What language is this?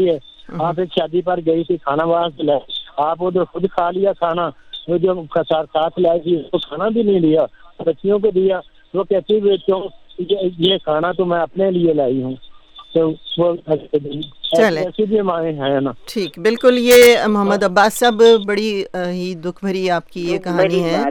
Urdu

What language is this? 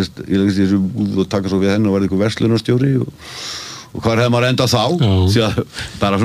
Icelandic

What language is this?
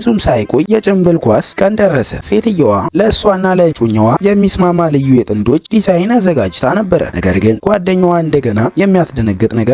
Amharic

